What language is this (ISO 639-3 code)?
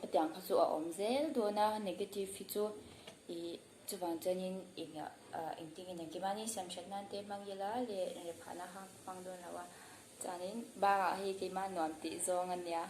lus